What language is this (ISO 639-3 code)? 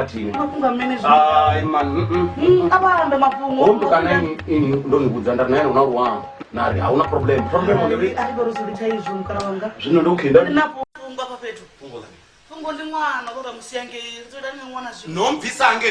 ven